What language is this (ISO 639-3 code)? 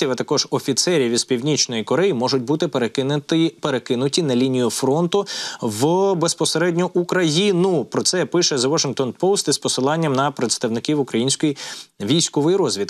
ukr